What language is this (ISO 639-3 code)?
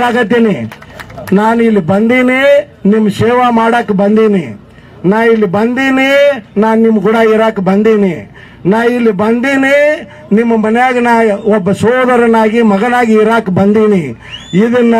kan